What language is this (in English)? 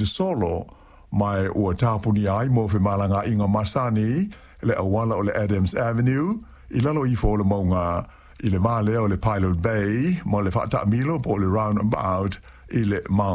Samoan